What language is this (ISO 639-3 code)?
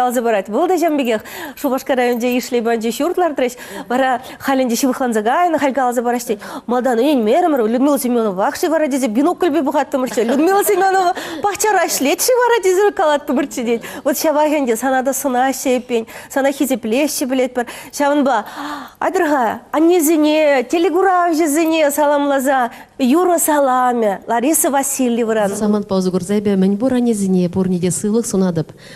chv